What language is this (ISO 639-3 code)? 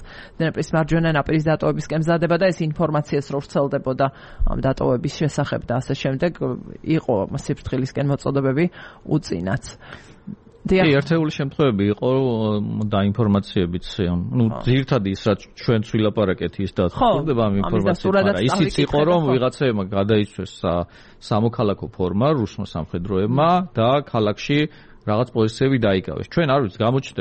kat